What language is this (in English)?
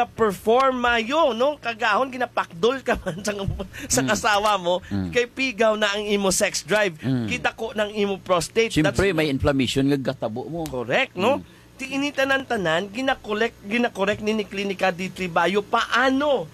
Hiligaynon